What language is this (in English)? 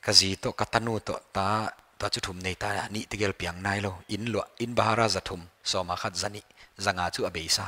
Paite Chin